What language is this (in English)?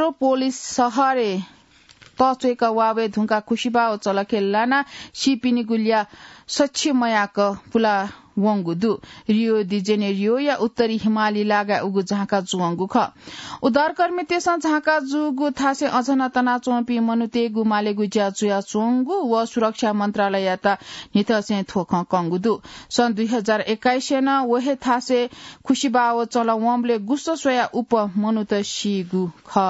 Newari